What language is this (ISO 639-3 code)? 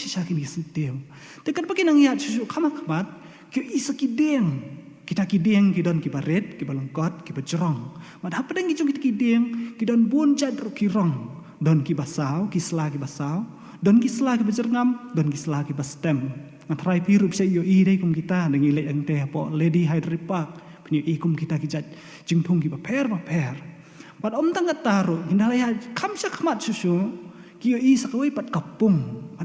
kha